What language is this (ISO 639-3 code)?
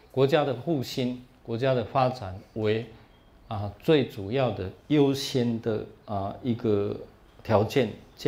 zho